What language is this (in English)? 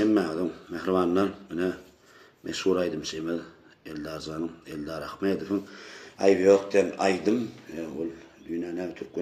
Turkmen